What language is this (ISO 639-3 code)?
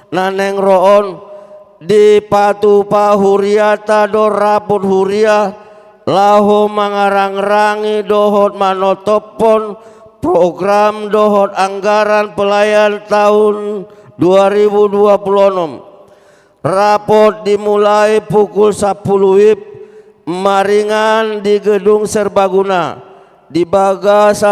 bbc